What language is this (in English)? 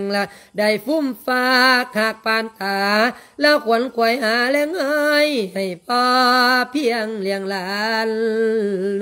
Lao